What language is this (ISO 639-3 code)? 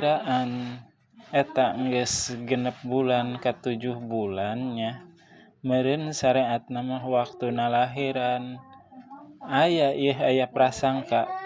sun